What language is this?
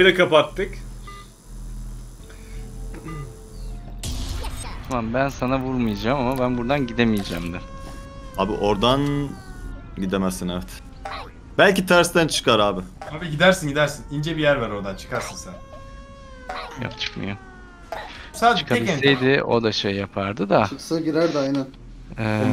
Turkish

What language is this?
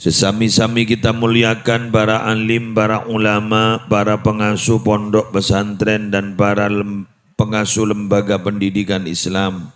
Madurese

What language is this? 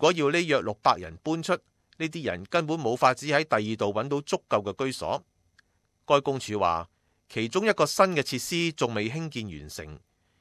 Cantonese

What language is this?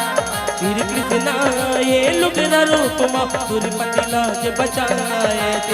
Chhattisgarhi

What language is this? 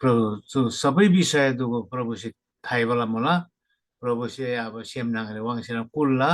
Eastern Tamang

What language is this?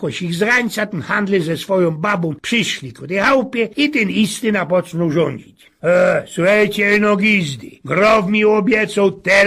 Silesian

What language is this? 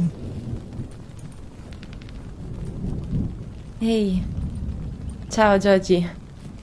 Italian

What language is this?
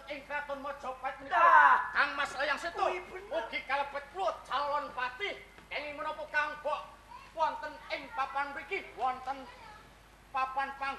Javanese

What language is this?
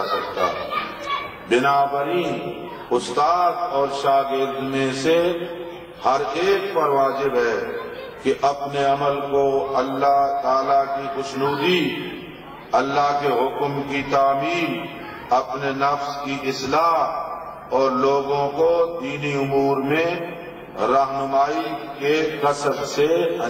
Urdu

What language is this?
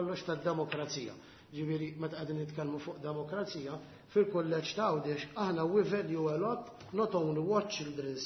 Maltese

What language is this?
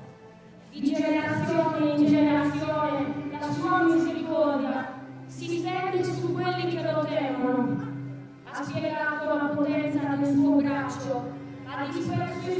Italian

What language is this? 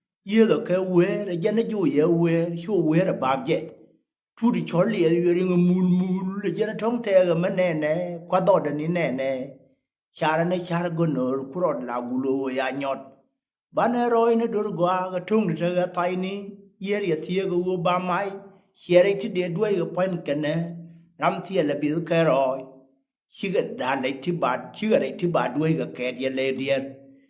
Nuer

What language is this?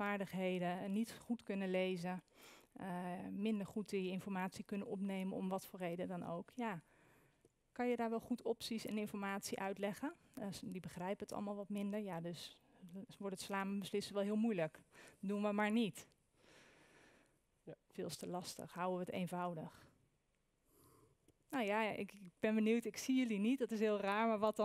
Dutch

